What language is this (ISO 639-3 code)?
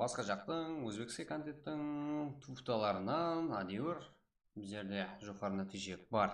kaa